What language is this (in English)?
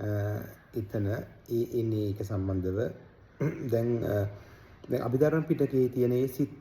Sinhala